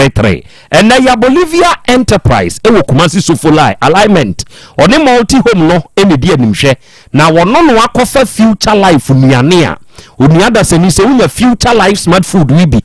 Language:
Akan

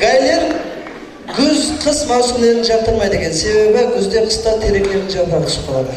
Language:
Kara-Kalpak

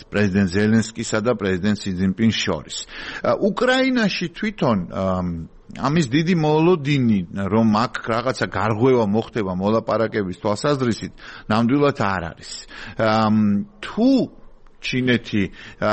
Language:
Georgian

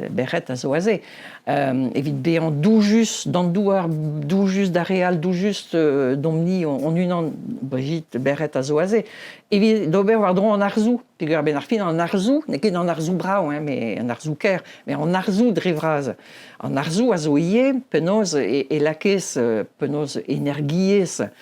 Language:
Breton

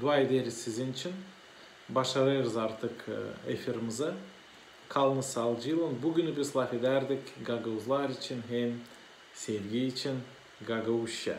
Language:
Gagauz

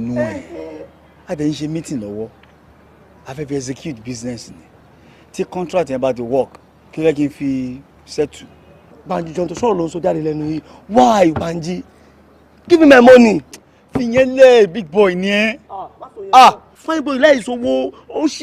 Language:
Yoruba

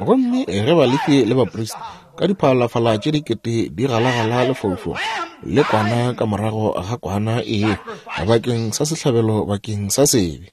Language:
Northern Sotho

